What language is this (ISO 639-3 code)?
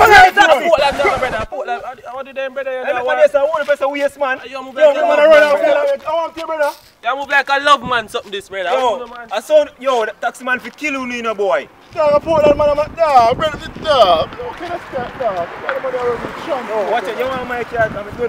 jam